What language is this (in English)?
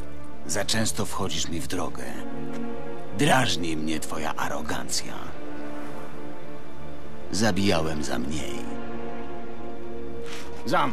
Polish